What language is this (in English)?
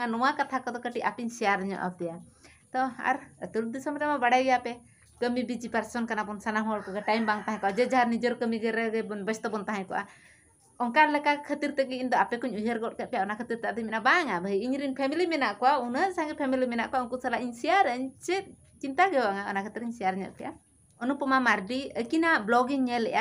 Santali